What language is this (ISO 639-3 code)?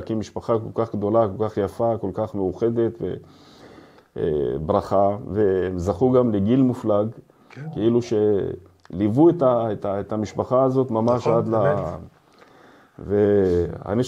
heb